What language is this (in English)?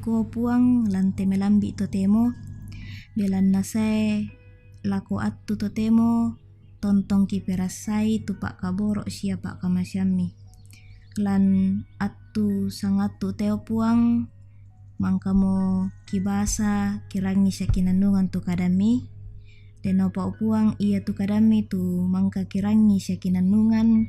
Toraja-Sa'dan